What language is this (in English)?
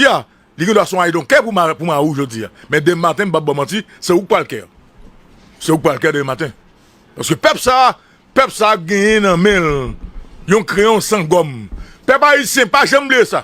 Haitian Creole